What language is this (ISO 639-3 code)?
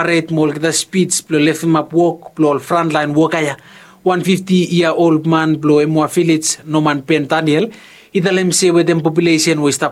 bis